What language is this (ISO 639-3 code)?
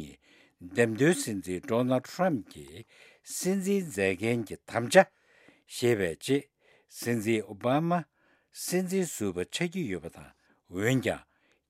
bod